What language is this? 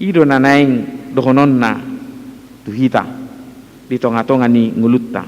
Batak Toba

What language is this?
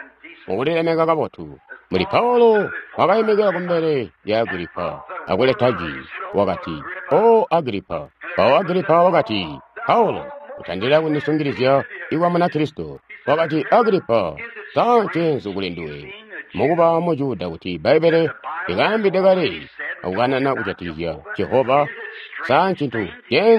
Tonga (Zambia)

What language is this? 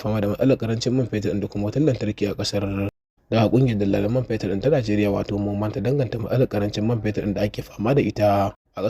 Hausa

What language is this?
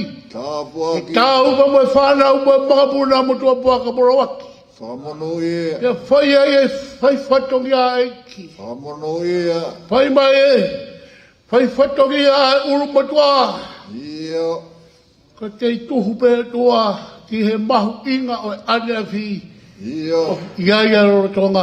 Tongan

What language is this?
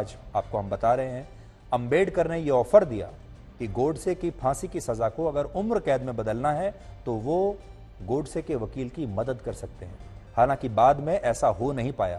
Hindi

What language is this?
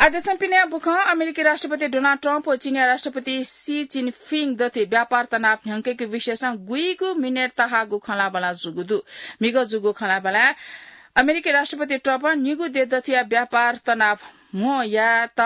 Newari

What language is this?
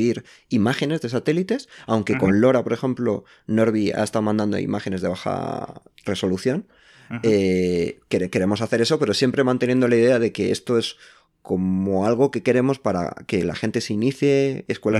Spanish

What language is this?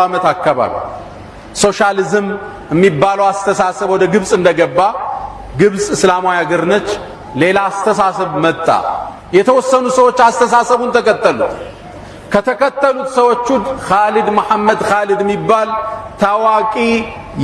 Amharic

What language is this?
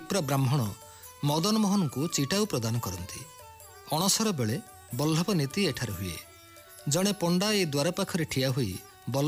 Odia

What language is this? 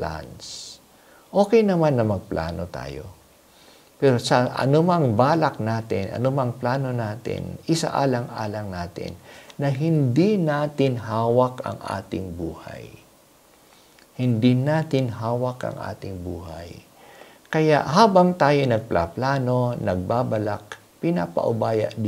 Filipino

